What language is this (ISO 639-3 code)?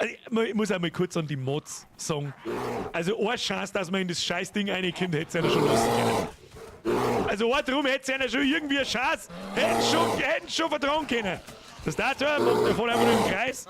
bar